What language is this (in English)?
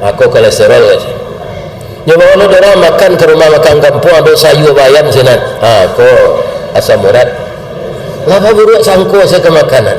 Minangkabau